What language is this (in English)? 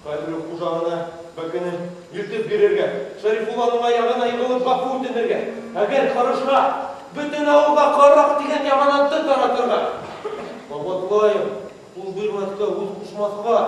Bashkir